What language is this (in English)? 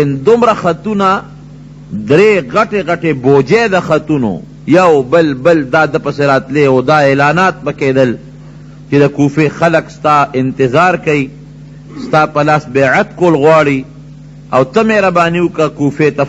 Pashto